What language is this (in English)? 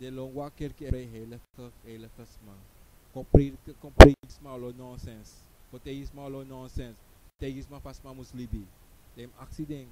Sranan Tongo